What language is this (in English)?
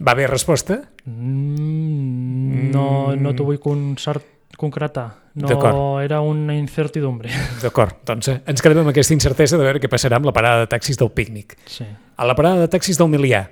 Catalan